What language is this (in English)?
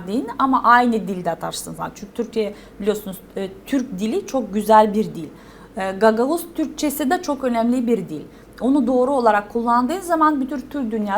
Gagauz